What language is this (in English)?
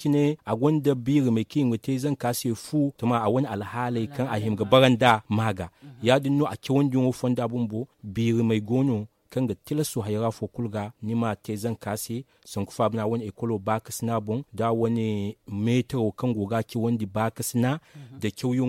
Zarma